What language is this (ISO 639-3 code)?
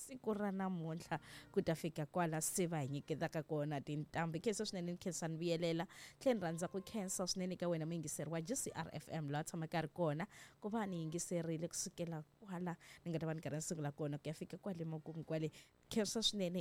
tso